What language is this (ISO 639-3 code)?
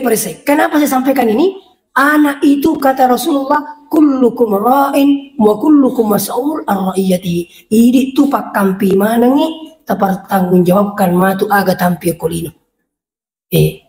bug